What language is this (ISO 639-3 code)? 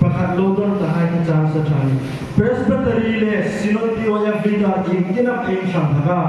hmr